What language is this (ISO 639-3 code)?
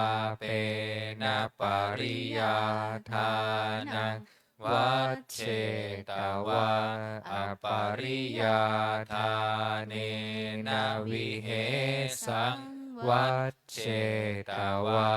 pli